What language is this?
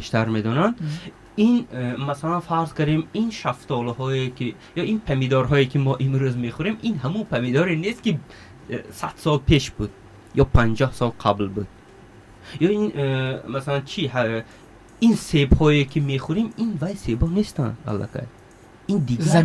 Tajik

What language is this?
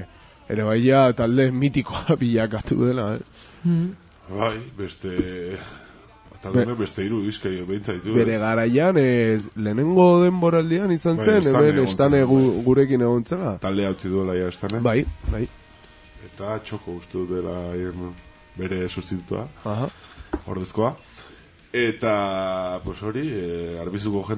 Basque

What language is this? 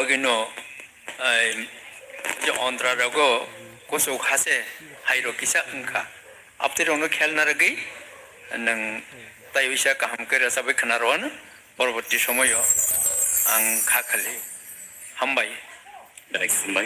Kok Borok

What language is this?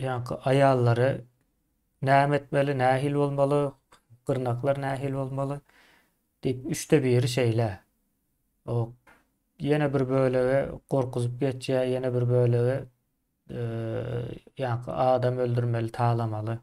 Turkmen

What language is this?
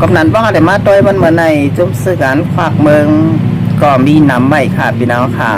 Shan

